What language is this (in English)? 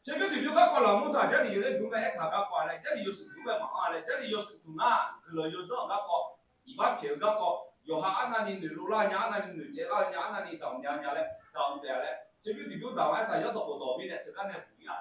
Akha